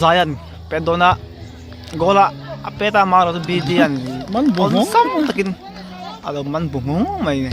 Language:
Mizo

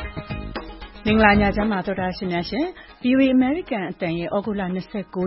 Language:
Burmese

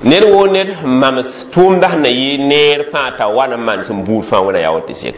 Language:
Mossi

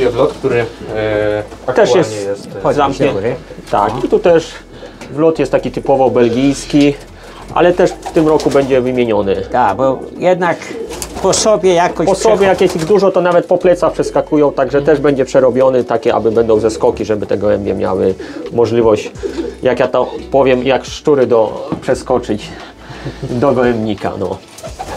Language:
Polish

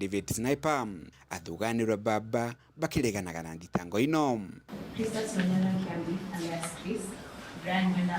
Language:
Meru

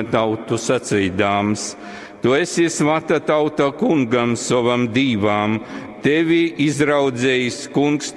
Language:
Latgalian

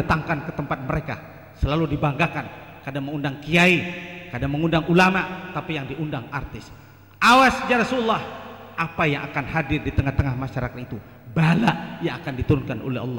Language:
Banjar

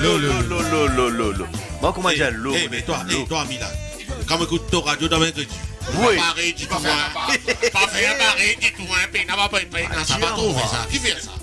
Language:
Morisyen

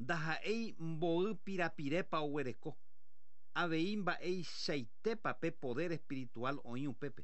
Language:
Guarani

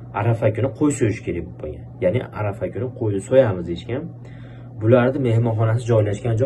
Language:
Uzbek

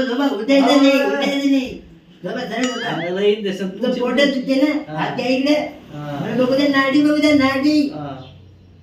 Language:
Marathi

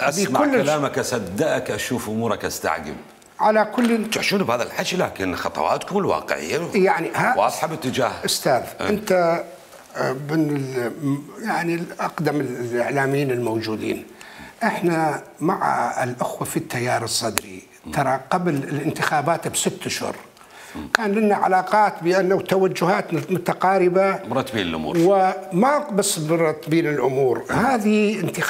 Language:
Mesopotamian Arabic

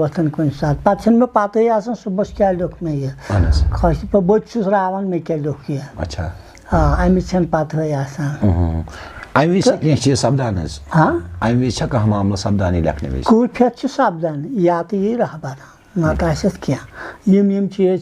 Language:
Kashmiri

